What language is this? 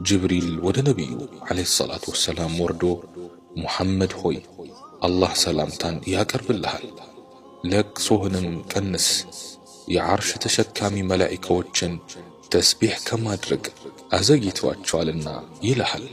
Amharic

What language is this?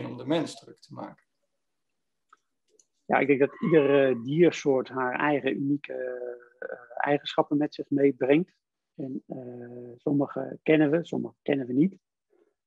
Dutch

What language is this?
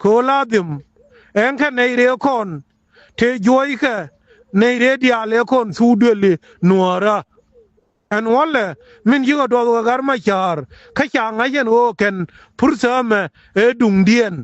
Nuer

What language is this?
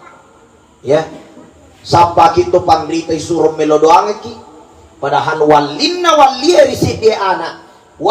Buginese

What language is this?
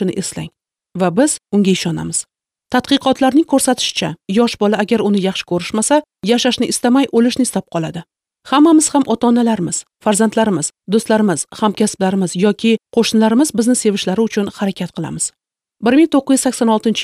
Uzbek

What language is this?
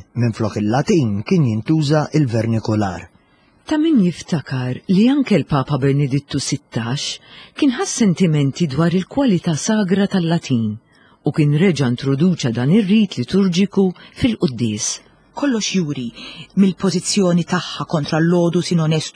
Maltese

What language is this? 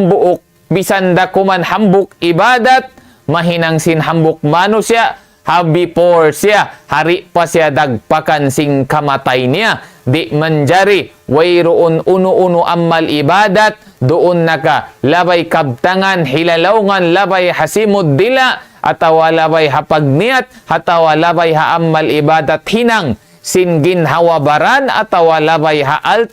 Tausug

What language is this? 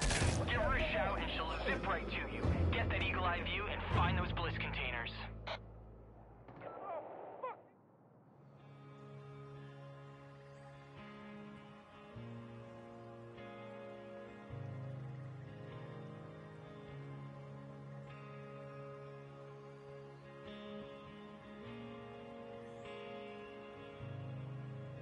English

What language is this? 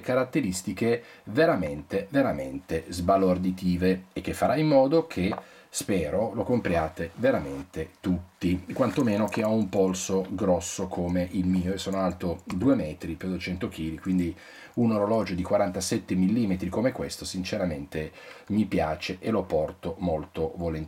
Italian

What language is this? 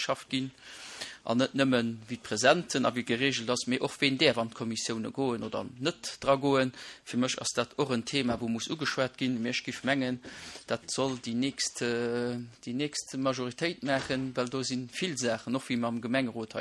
Luxembourgish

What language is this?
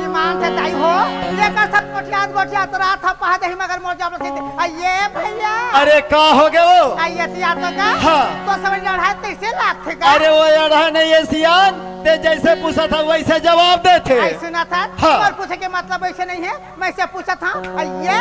Chhattisgarhi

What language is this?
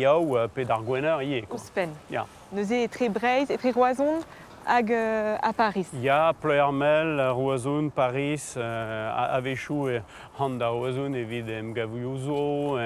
Breton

